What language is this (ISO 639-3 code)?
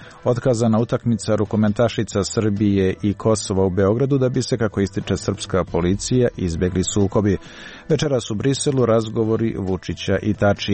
hrv